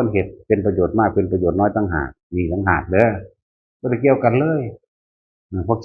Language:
Northeastern Thai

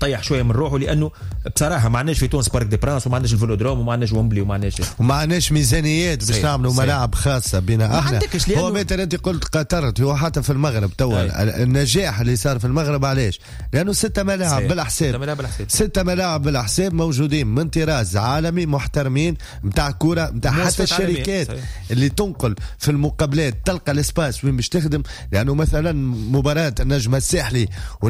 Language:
Tunisian Arabic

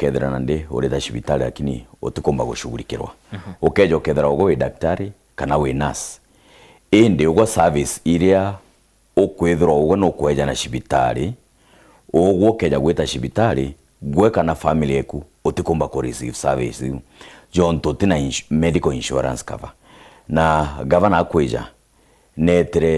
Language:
Meru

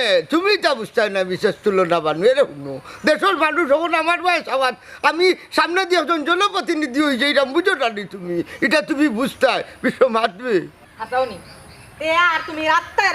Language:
Sylheti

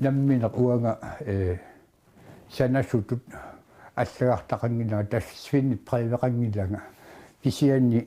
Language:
Kalaallisut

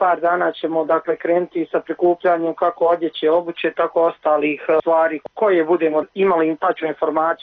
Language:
Bosnian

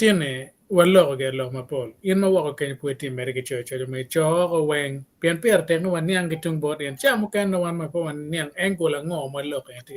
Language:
Acoli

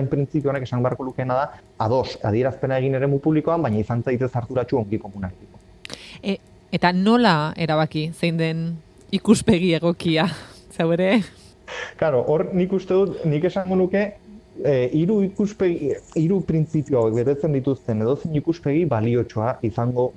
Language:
Basque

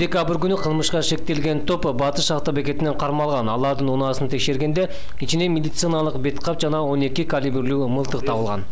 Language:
Kyrgyz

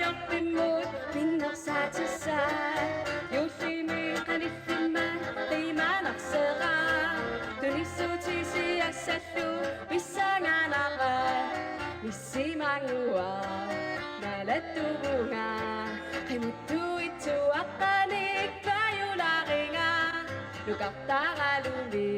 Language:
Kalaallisut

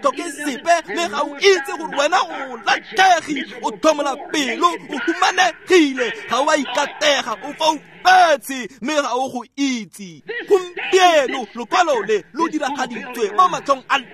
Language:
Tswana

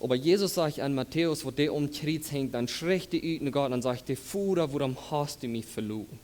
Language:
Plautdietsch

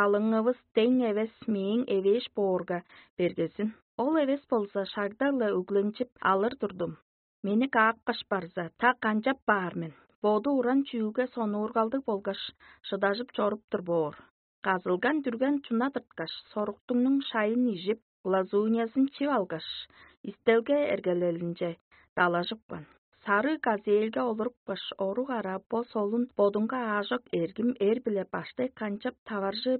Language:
Tuvinian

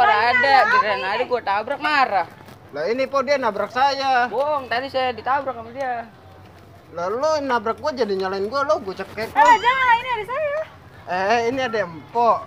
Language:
Betawi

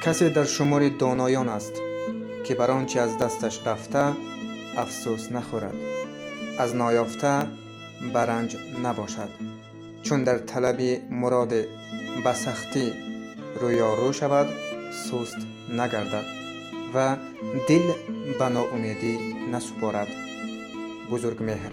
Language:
Tajik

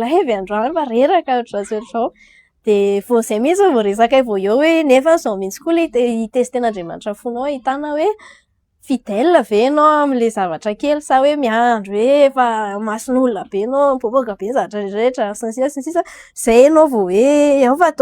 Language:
Malagasy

